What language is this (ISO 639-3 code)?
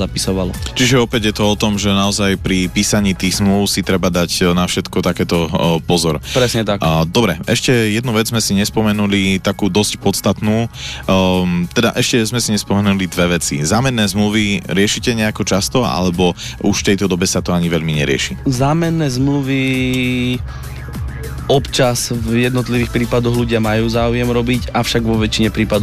slk